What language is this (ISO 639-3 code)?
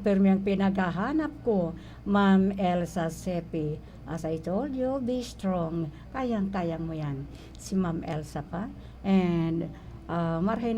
bik